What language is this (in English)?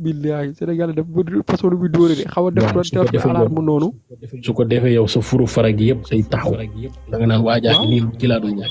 Wolof